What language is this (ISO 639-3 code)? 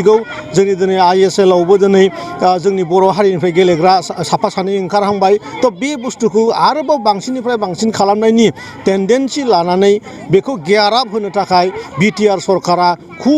brx